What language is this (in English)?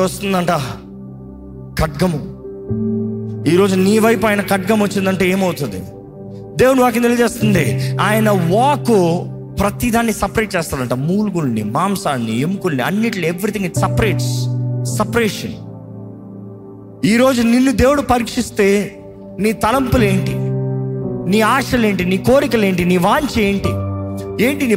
Telugu